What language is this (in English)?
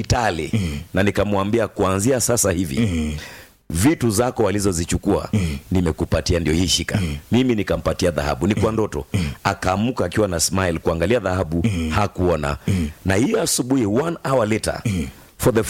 Swahili